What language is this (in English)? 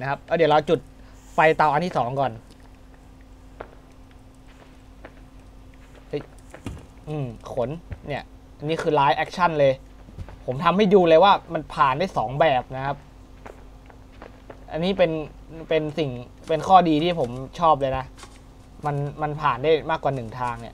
Thai